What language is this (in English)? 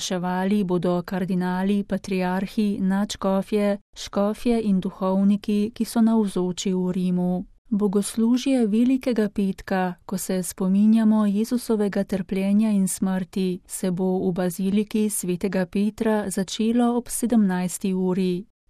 Slovenian